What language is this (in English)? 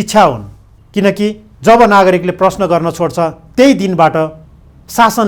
Nepali